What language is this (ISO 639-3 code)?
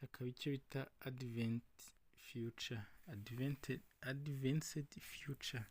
kin